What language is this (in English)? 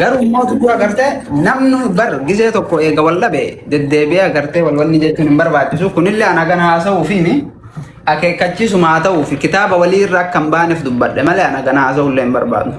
Oromo